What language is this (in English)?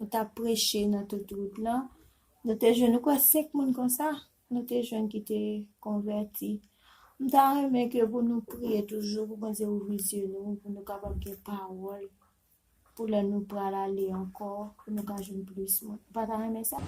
Haitian Creole